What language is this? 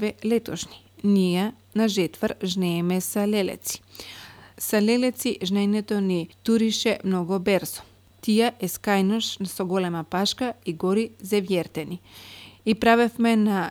Macedonian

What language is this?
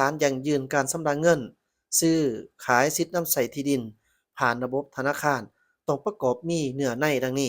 Lao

